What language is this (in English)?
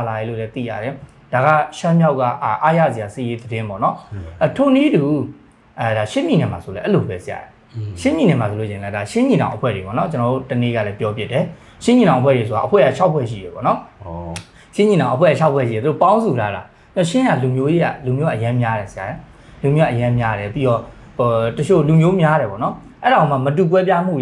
Burmese